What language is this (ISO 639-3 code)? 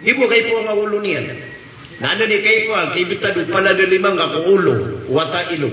mrw